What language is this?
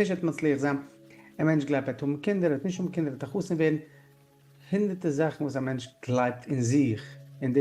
Yiddish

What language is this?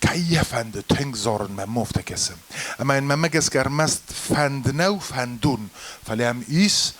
Ossetic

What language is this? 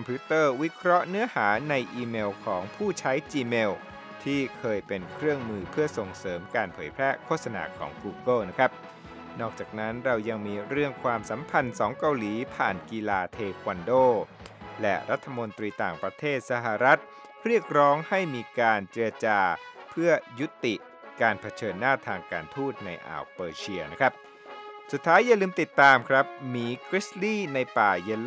Thai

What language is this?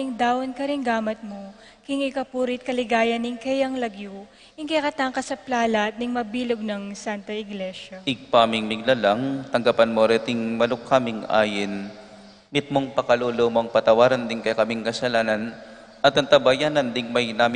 Pampanga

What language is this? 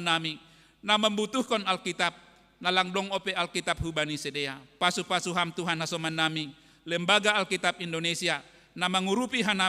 Batak Simalungun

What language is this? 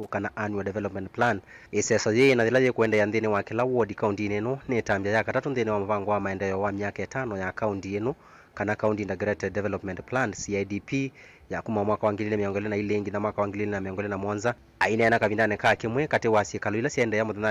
Kamba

